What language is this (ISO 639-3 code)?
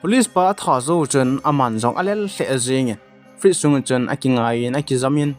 tcz